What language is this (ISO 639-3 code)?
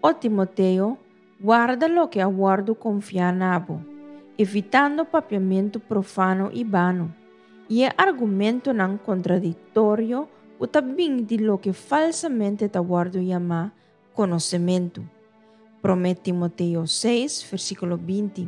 pap